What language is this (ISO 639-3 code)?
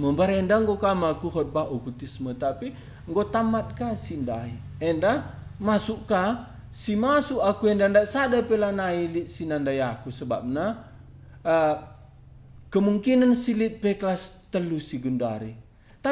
btx